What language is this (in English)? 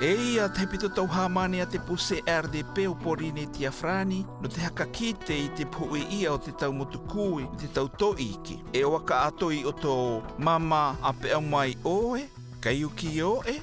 South Marquesan